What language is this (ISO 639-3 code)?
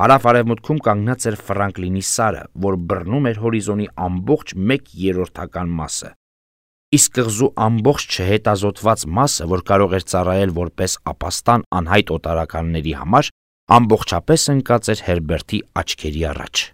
hye